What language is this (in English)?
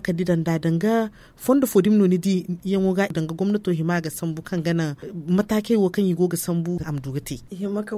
Zarma